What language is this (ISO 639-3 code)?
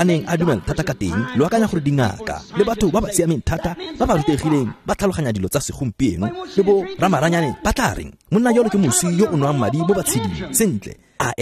tsn